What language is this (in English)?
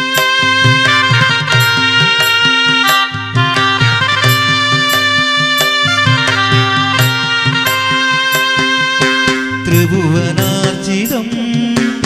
Malayalam